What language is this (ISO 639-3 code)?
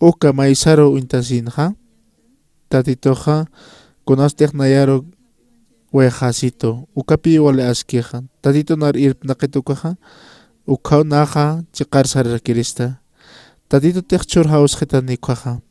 aym